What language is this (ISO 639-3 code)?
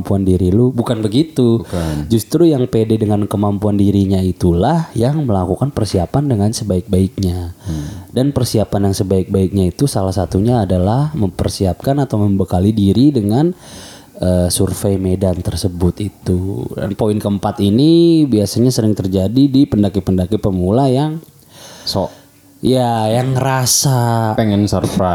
ind